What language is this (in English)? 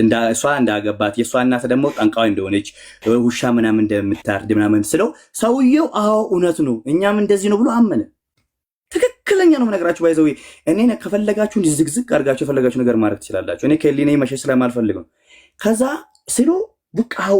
Amharic